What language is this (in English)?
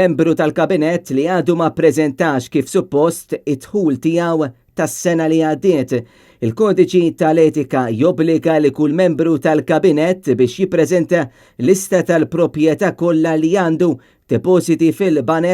Maltese